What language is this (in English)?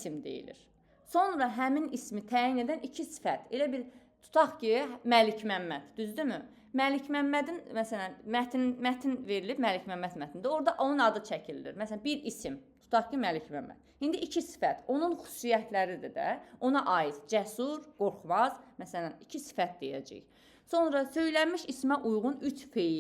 Azerbaijani